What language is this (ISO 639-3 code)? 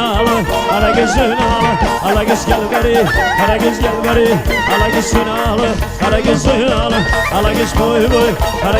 tuk